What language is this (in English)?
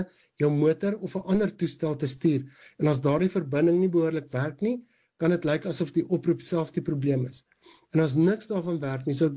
Afrikaans